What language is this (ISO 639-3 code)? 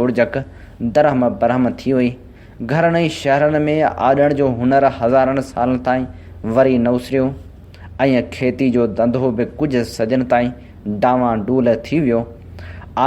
snd